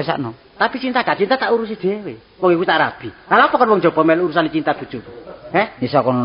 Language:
Javanese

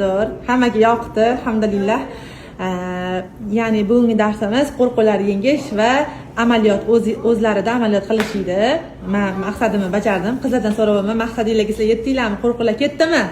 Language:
Uzbek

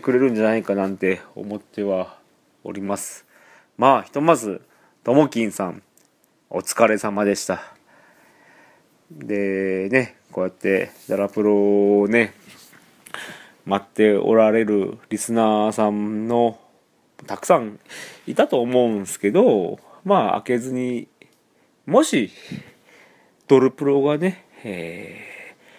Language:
Japanese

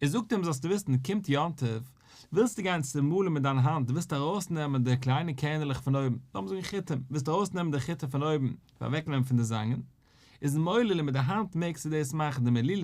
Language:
Yiddish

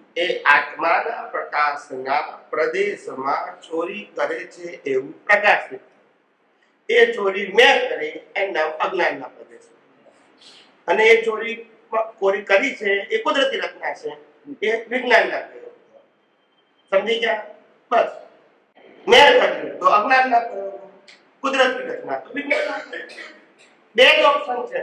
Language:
Gujarati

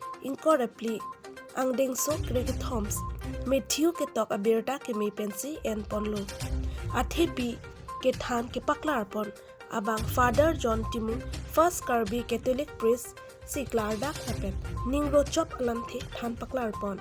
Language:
Karbi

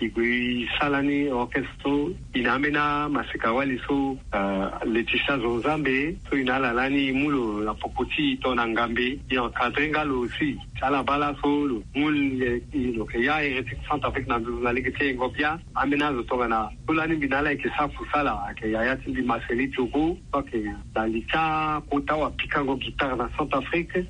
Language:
Sango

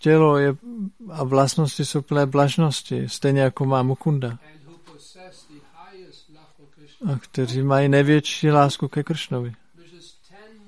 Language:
Czech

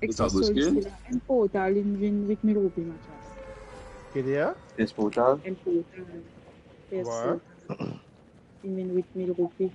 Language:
Morisyen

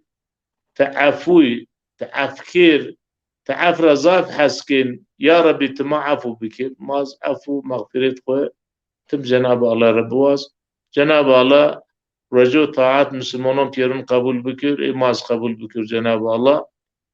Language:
Zaza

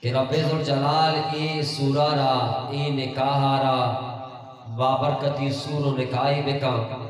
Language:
Eastern Balochi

